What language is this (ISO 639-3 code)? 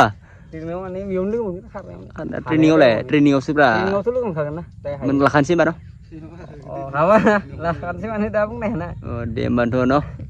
brx